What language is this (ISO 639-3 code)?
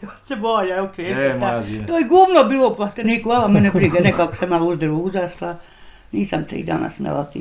bos